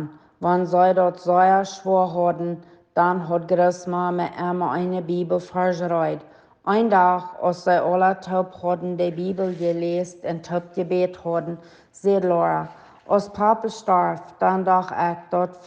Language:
Plautdietsch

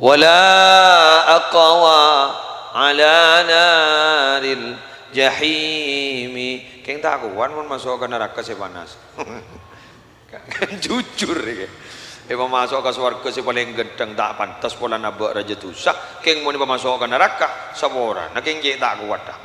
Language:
Madurese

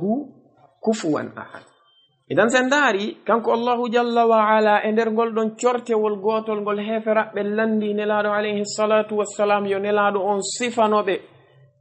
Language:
Fula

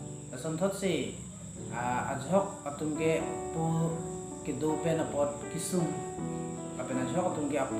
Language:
Karbi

